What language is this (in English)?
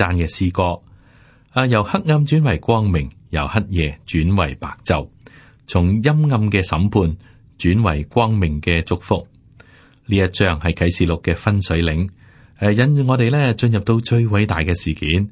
Cantonese